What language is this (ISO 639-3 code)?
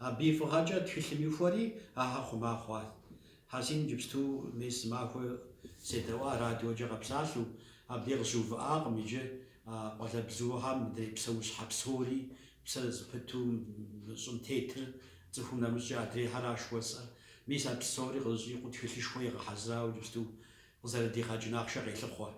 kbd